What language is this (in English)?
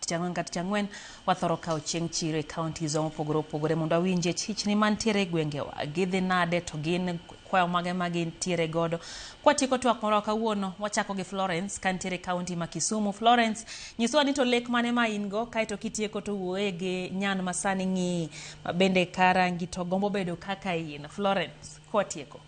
Luo (Kenya and Tanzania)